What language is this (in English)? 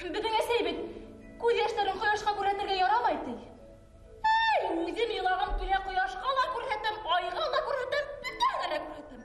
Bashkir